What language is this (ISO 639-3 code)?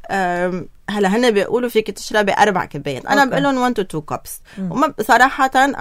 apc